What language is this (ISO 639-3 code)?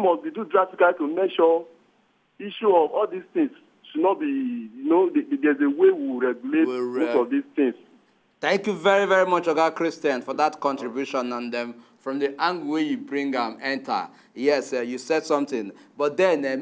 pcm